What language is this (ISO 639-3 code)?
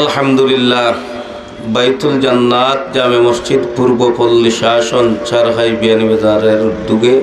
syl